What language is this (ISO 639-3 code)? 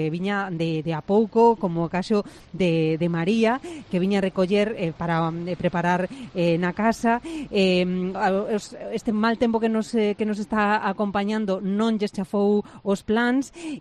glg